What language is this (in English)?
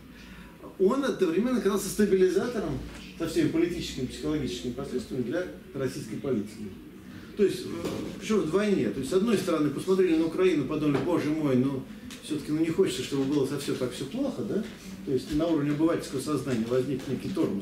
Russian